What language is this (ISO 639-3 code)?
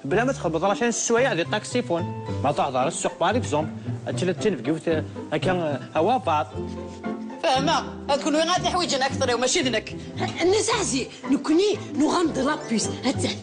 kab